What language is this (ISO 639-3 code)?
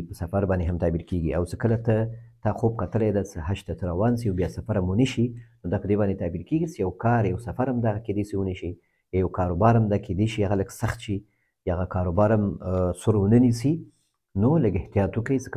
pus